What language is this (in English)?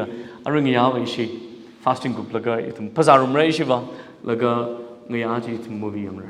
Tangkhul Naga (India)